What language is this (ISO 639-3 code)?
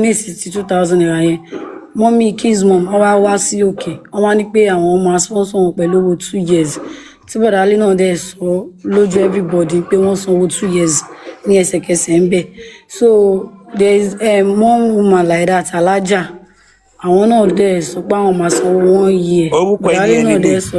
yor